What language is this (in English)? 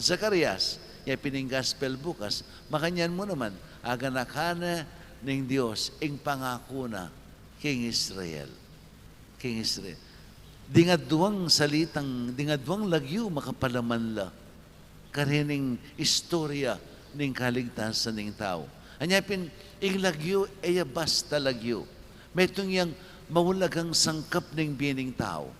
Pampanga